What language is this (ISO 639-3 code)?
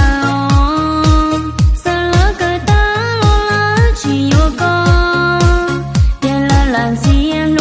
hmn